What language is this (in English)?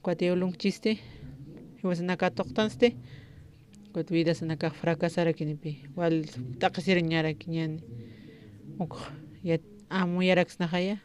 Aymara